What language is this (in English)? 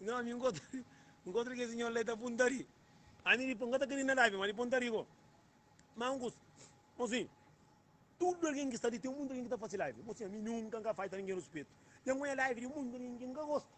Kabuverdianu